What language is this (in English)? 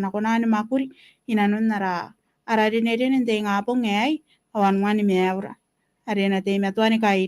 Gilbertese